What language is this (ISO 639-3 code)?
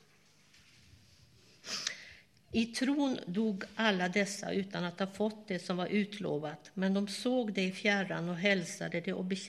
swe